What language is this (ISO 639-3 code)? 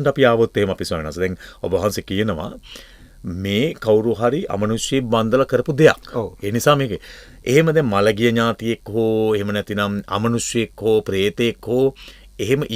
sin